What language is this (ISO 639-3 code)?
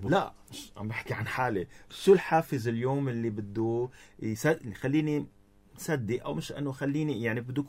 apc